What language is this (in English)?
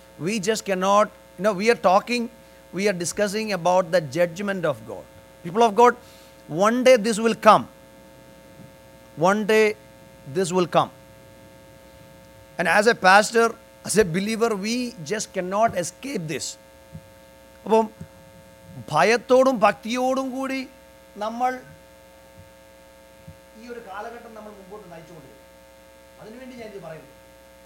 Malayalam